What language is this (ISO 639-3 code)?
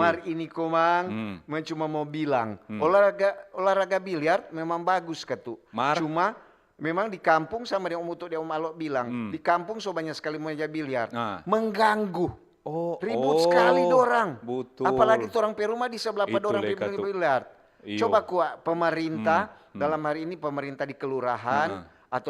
xmm